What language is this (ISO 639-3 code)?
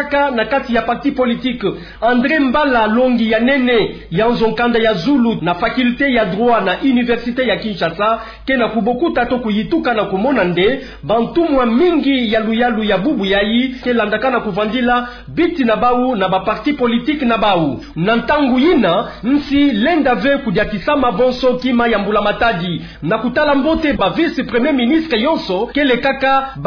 ktu